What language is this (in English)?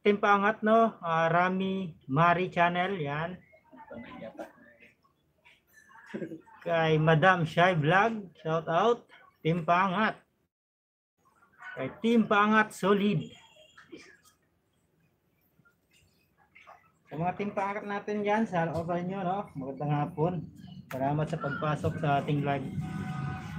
Filipino